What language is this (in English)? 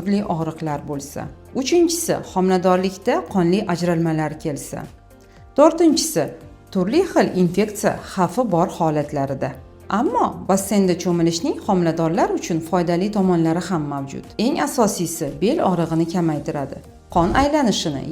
Uzbek